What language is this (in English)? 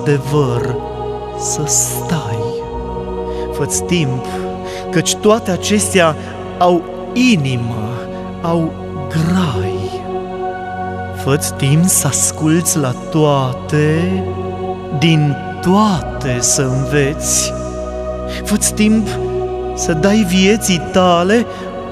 Romanian